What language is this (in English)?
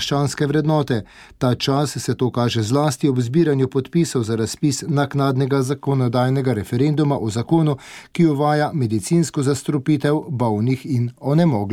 Slovenian